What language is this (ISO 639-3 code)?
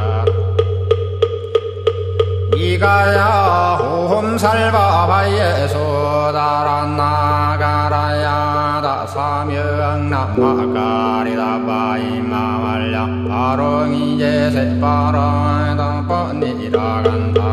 kor